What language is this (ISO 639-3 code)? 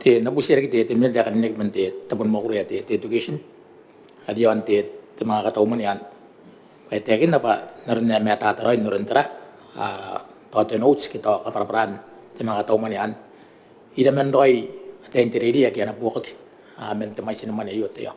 gil